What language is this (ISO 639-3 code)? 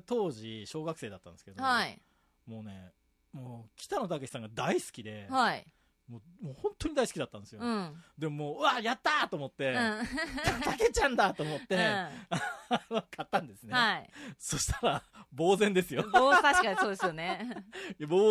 jpn